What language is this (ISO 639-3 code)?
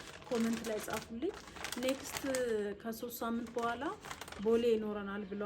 amh